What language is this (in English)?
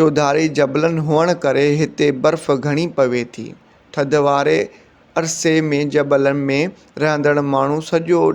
Sindhi